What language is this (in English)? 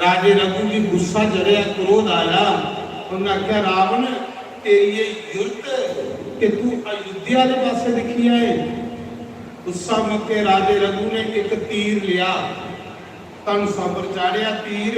Dogri